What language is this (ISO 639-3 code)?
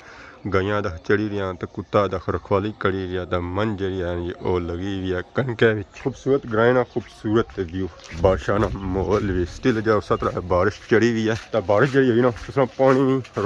phr